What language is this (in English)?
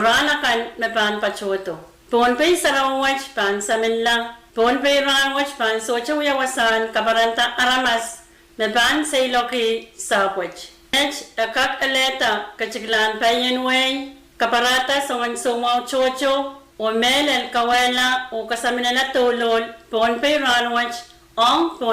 Pohnpeian